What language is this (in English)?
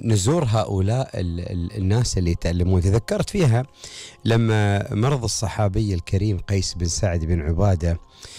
Gulf Arabic